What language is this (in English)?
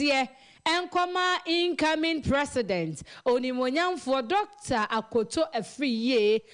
Akan